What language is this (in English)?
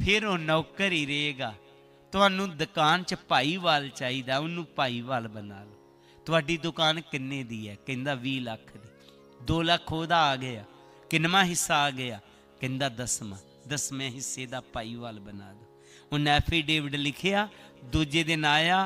Punjabi